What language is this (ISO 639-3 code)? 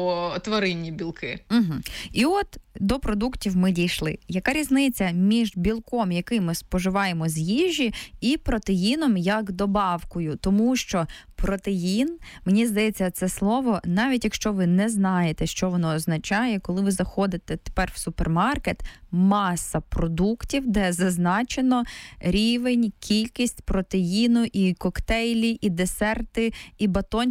ukr